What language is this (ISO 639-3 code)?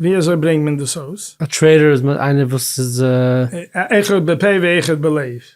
yid